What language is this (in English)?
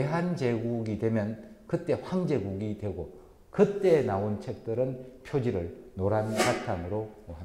Korean